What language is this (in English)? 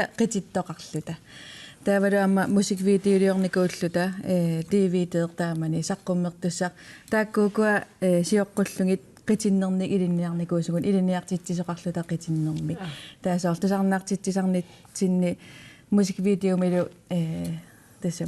Kalaallisut